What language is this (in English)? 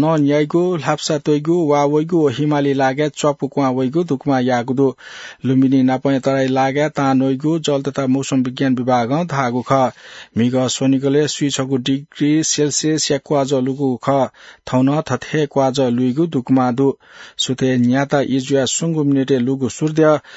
Newari